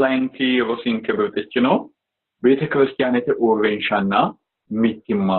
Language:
Sidamo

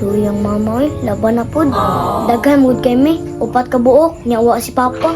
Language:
Cebuano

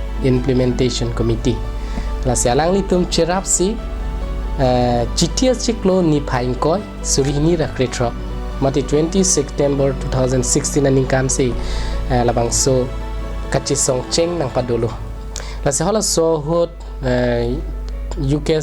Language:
Karbi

